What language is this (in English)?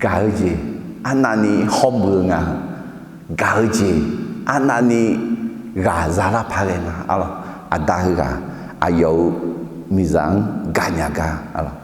Akha